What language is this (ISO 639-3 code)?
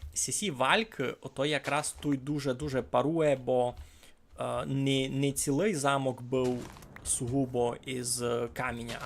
rue